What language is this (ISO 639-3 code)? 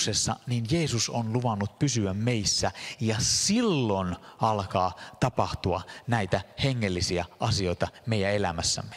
fin